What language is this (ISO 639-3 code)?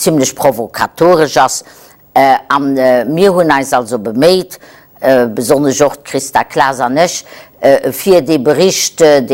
ltz